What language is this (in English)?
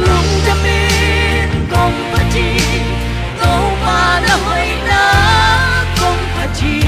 Tedim Chin